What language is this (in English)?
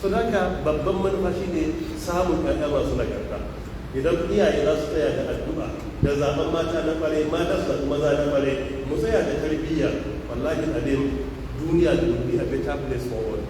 Hausa